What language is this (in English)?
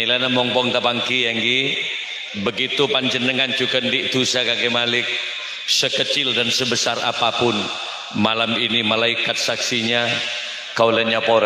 Madurese